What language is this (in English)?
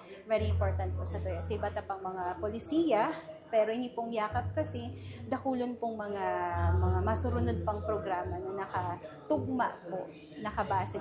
Bikol